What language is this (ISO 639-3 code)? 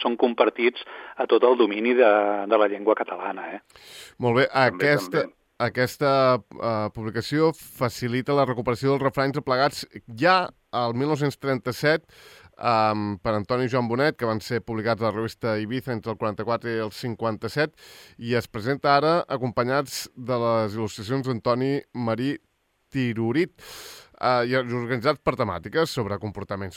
cat